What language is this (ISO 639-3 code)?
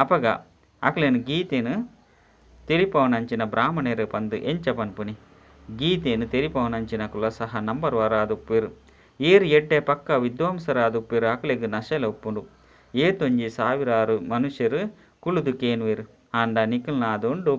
tcy